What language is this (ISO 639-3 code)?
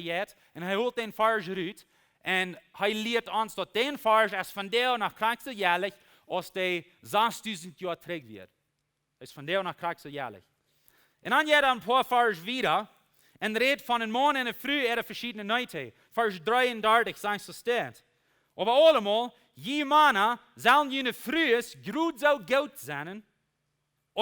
pdt